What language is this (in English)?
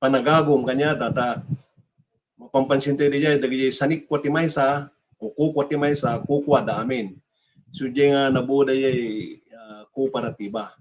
Iloko